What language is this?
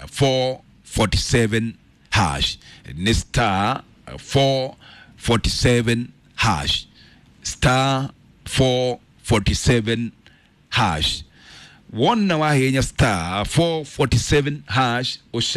Kikuyu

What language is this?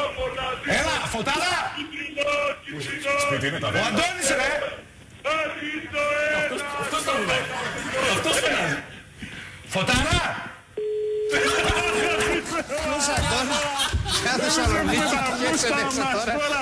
Greek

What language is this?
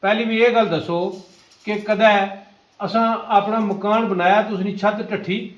Pahari-Potwari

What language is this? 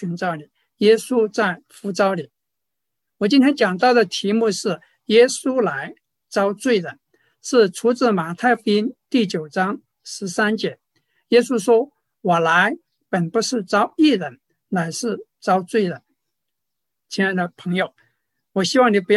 Chinese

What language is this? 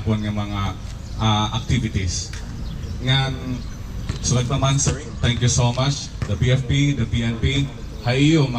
Waray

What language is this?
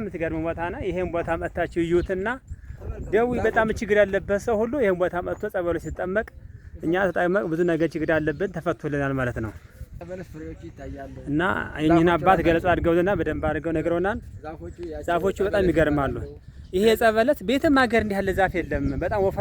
Amharic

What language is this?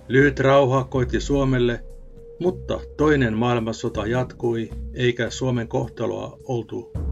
Finnish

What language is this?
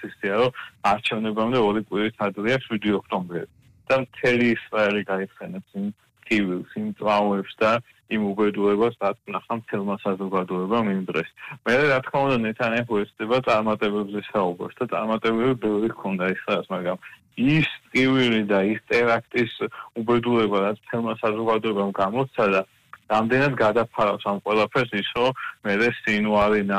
Georgian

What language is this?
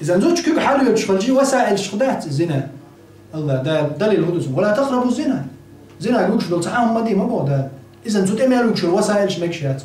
Chechen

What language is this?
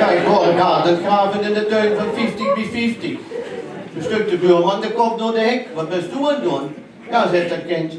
Limburgish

